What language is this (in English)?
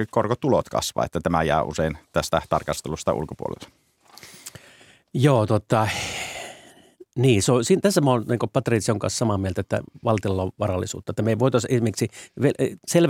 Finnish